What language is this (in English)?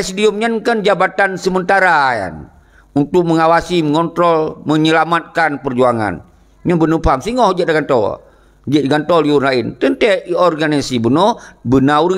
Achinese